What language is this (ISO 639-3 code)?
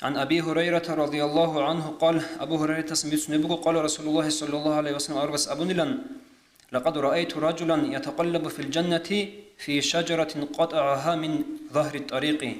ava